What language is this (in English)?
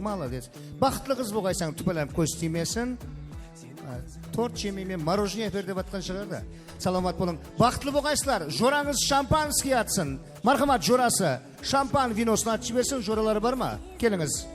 Kara-Kalpak